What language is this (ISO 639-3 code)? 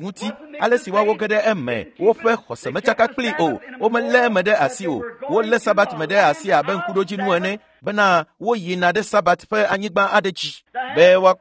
ewe